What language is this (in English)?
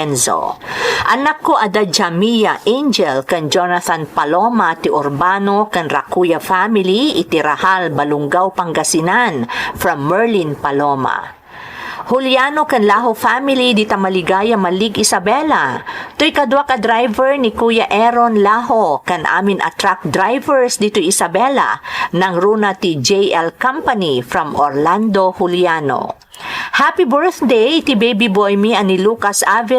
Iloko